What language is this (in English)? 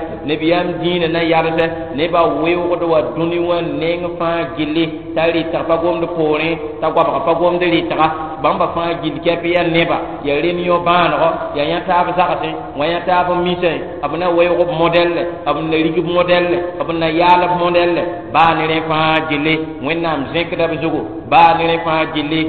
Mossi